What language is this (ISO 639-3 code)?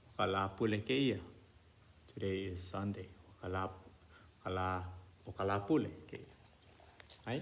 haw